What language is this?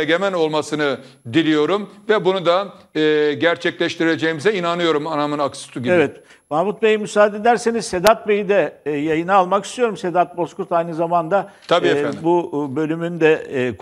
Turkish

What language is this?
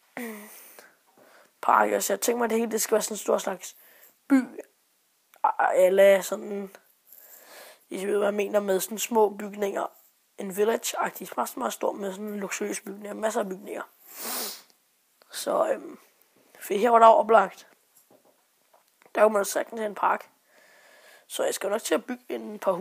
Danish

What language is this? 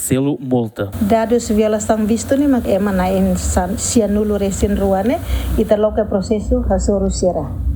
Tetum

